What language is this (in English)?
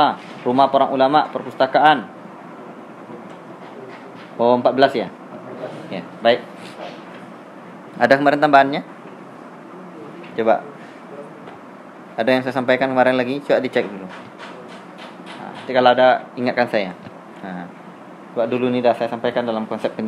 Indonesian